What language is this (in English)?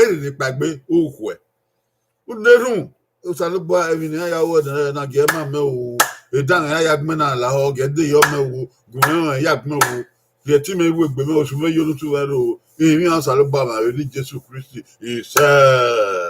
Bini